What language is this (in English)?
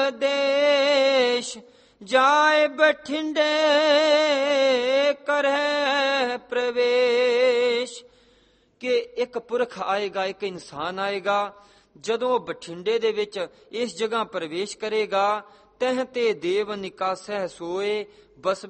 Punjabi